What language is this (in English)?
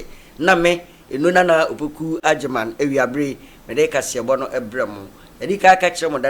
Akan